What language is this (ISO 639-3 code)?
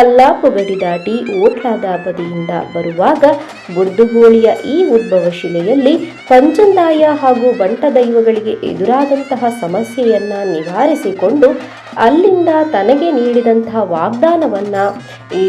tcy